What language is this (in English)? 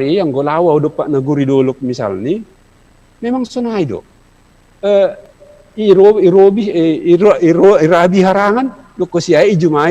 Batak Simalungun